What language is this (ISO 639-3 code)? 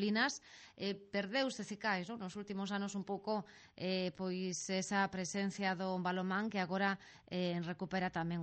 glg